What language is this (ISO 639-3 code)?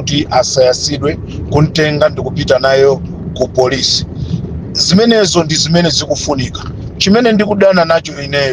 nya